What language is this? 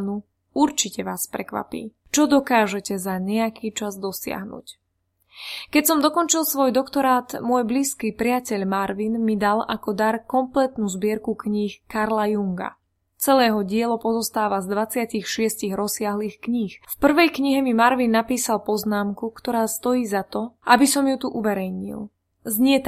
Slovak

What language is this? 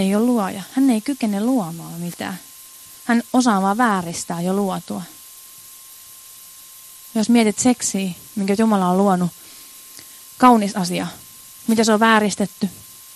Finnish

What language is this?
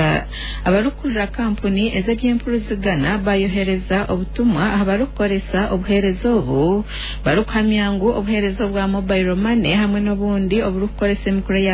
Nyankole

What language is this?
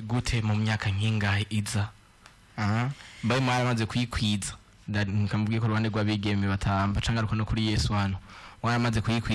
Rundi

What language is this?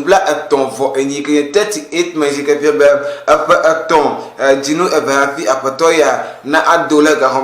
Ewe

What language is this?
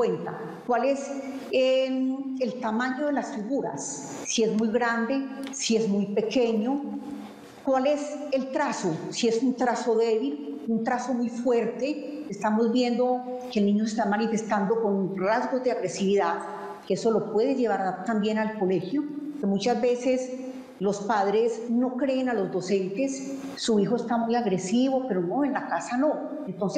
Spanish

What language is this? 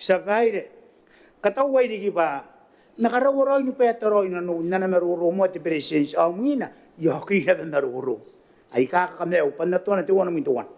Gilbertese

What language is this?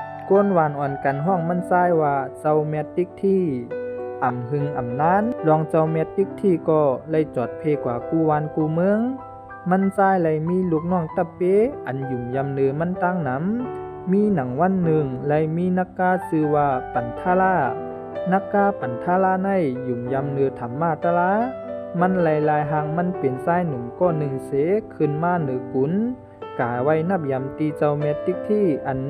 Shan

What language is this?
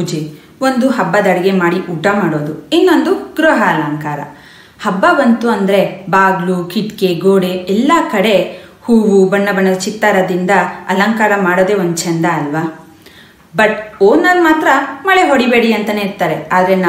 Kannada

